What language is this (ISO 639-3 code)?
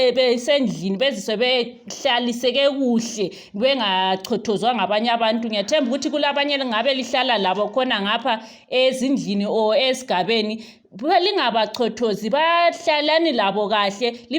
sna